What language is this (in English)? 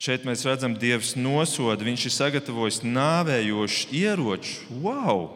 Latvian